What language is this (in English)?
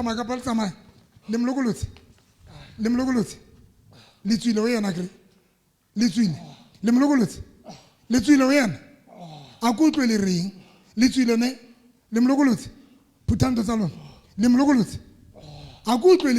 Southern Sotho